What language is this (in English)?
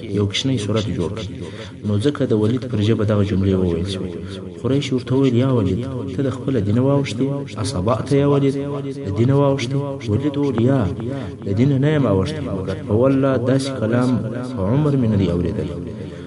Pashto